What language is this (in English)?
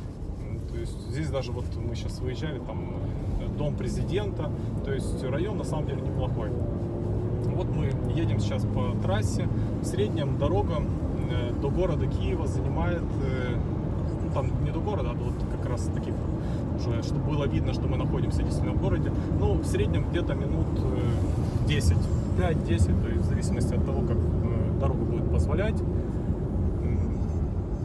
Russian